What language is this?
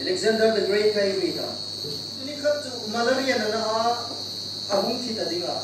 Hmar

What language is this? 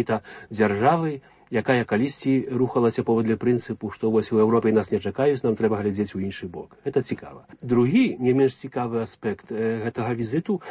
Belarusian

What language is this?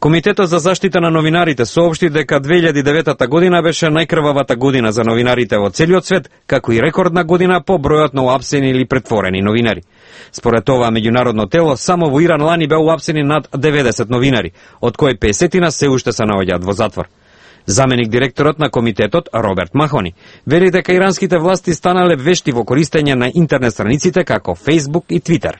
Macedonian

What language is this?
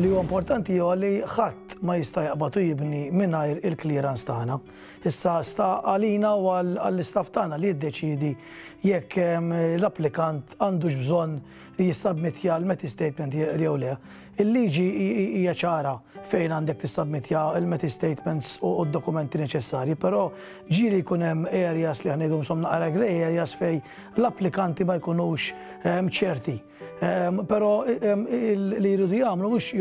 Maltese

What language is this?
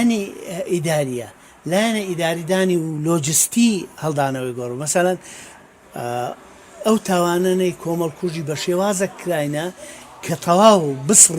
Central Kurdish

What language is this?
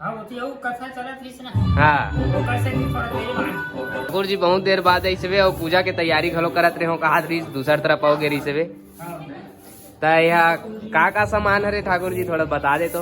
Chhattisgarhi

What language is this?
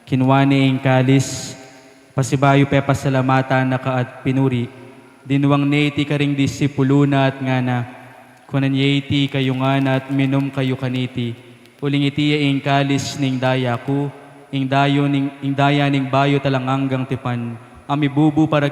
Pampanga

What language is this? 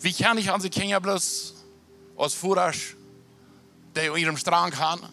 Plautdietsch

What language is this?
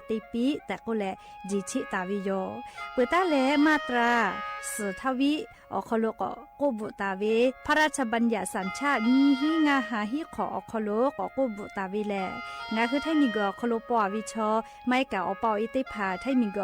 Lahu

